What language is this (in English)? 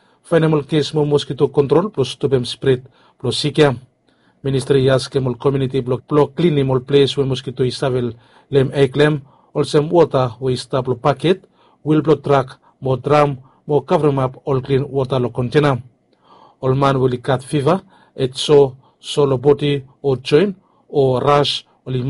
Bislama